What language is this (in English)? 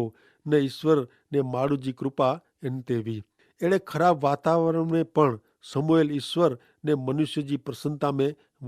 Kachhi